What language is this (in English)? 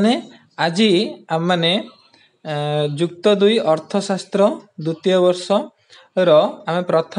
Odia